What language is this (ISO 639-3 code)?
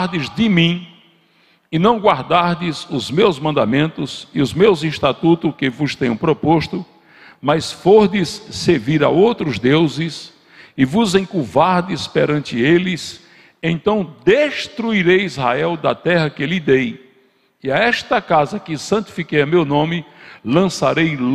por